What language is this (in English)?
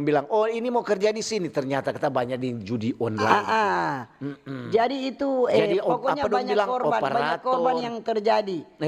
Manado Malay